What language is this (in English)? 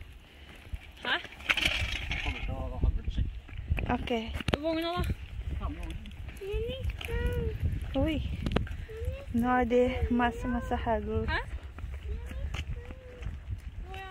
Norwegian